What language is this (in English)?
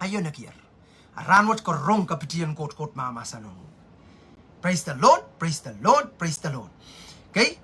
Pohnpeian